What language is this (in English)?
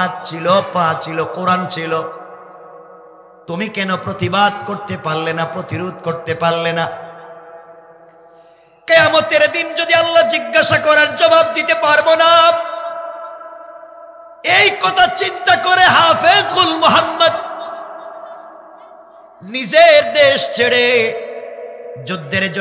Bangla